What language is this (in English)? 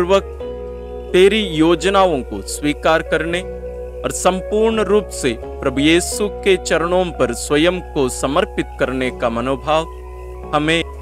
Hindi